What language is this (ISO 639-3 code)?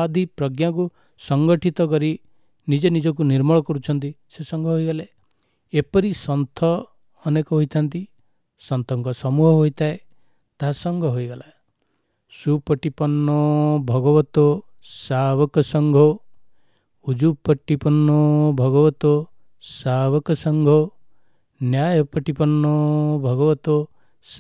ori